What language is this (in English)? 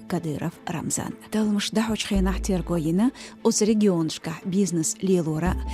Chechen